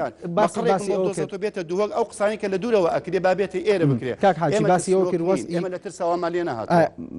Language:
Central Kurdish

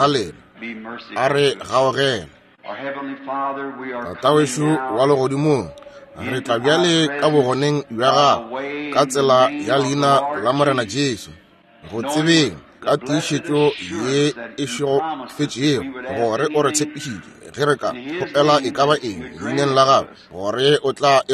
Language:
Northern Sotho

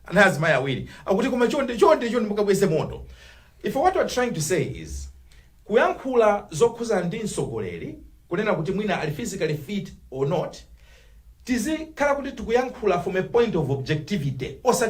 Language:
Nyanja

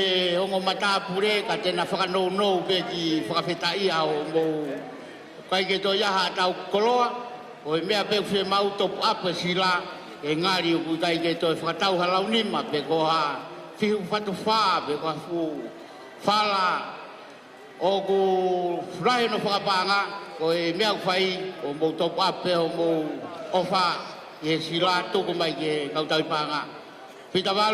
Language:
Tongan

